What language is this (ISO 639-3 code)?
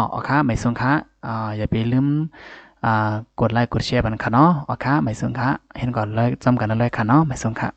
shn